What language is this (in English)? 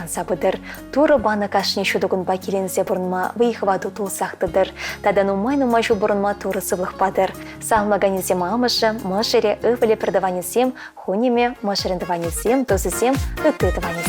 Chuvash